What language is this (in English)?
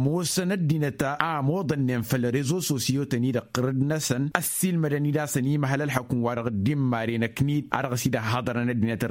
Tamasheq